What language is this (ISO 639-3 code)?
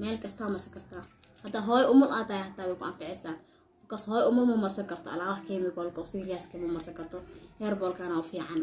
som